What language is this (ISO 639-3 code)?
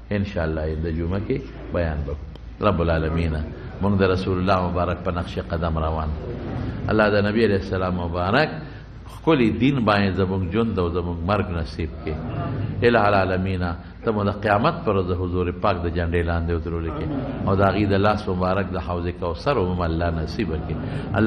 pus